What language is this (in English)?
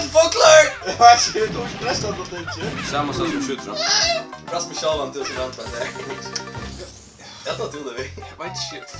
Faroese